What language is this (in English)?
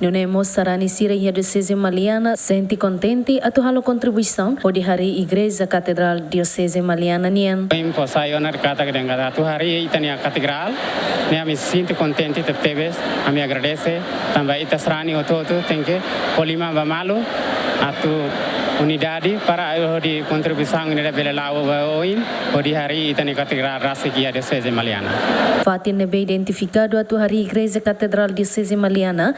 Tetum